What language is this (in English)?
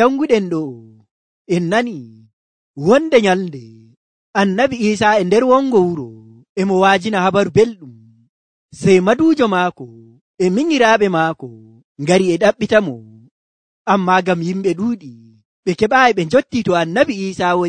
Nigerian Fulfulde